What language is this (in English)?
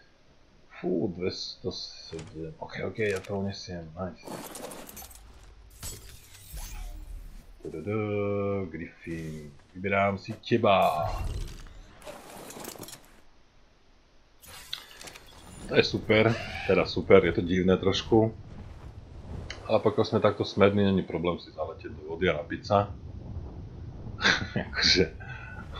Slovak